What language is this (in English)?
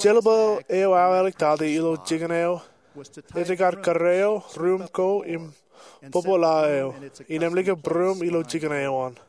Marshallese